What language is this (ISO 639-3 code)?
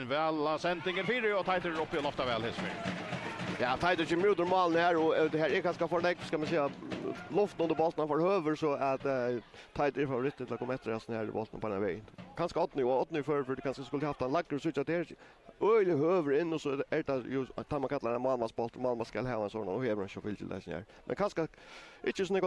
fao